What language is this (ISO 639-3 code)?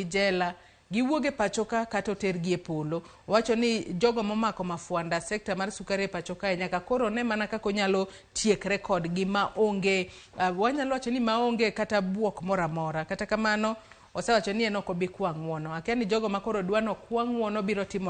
luo